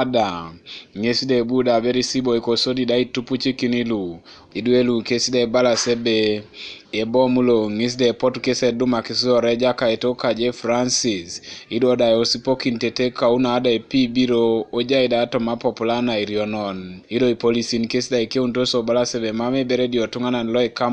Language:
Teso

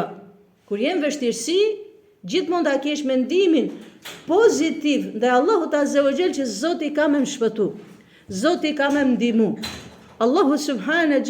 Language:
Albanian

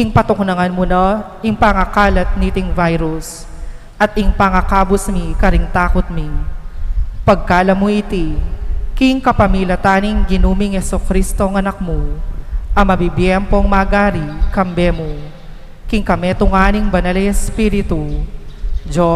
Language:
Pampanga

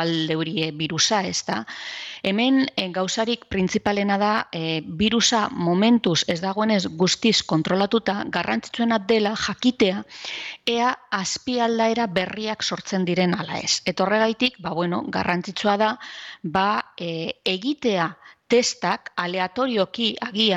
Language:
Basque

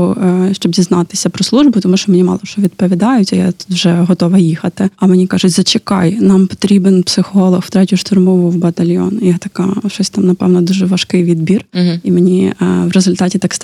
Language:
Ukrainian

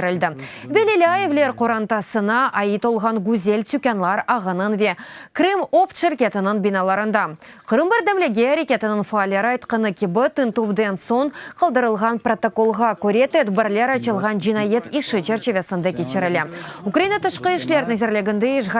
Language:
Crimean Tatar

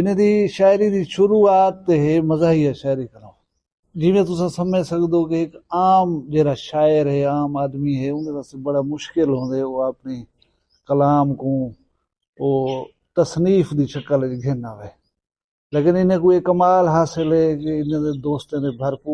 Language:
Saraiki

